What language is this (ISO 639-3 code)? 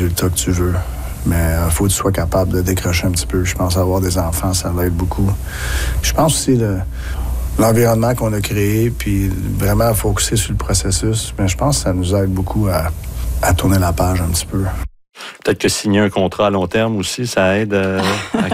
fra